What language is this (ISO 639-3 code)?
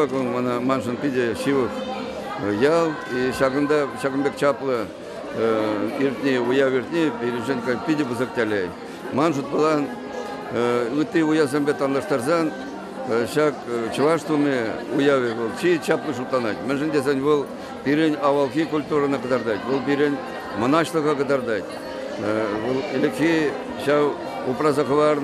chv